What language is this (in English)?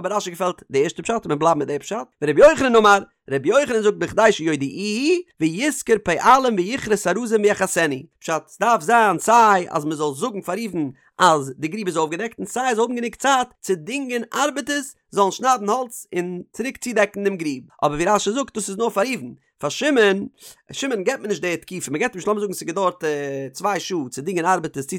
Yiddish